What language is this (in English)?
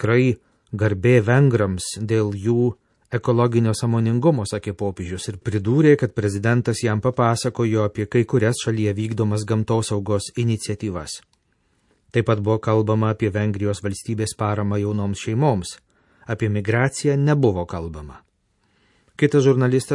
Lithuanian